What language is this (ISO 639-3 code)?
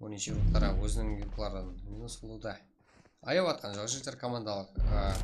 kaa